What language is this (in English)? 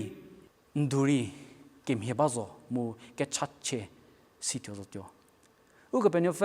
Angami Naga